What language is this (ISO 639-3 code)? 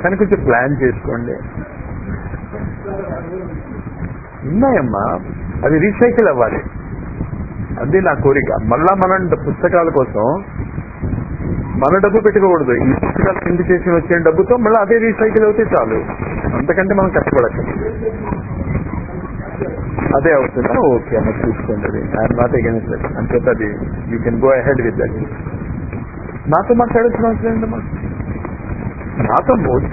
tel